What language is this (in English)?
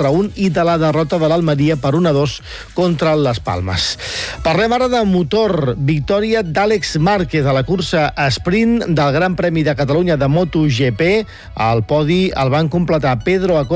Catalan